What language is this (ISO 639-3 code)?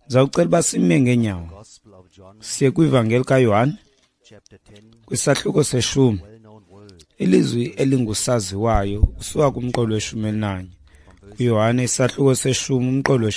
xho